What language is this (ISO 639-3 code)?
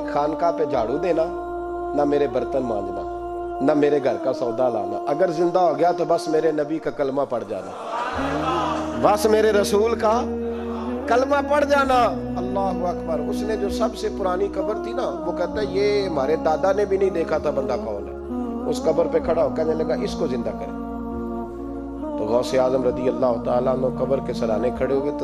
urd